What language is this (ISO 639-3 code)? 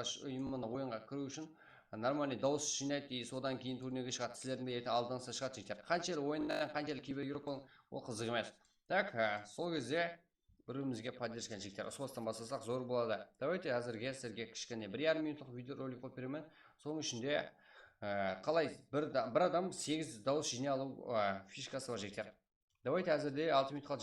kaa